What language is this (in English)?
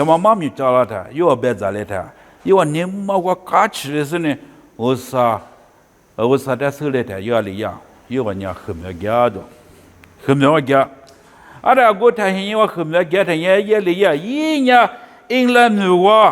Lisu